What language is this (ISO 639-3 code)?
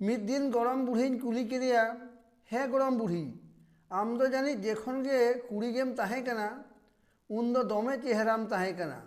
sat